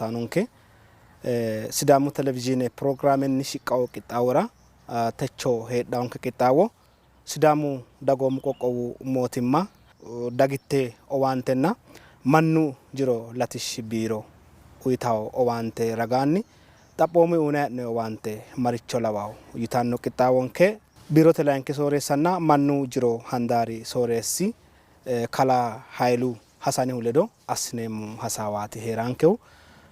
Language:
Sidamo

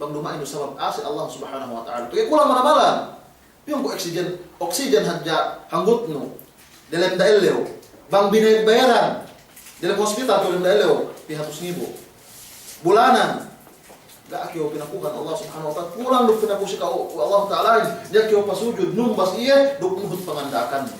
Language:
Yakan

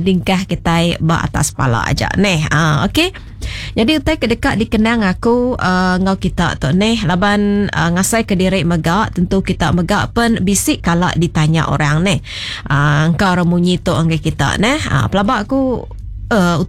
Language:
Iban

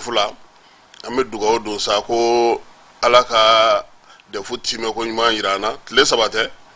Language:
Bambara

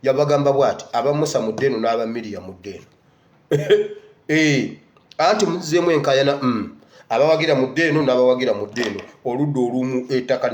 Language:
Ganda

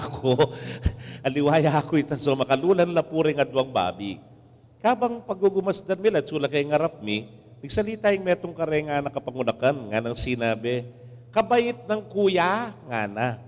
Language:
Pampanga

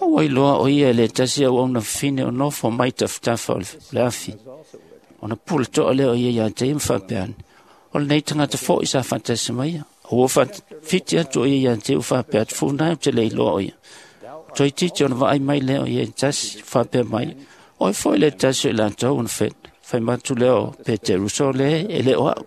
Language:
Samoan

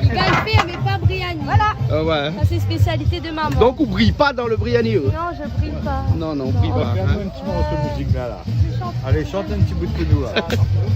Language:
Réunion Creole French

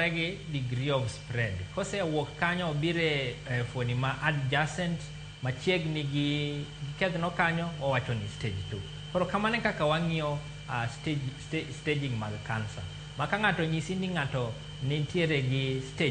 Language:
Luo (Kenya and Tanzania)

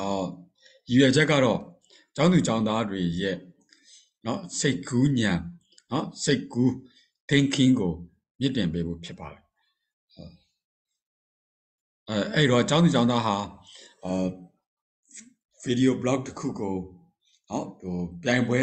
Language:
Burmese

